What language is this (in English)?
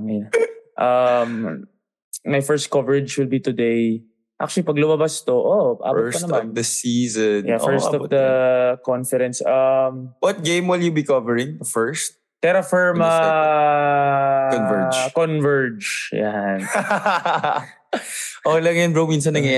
Filipino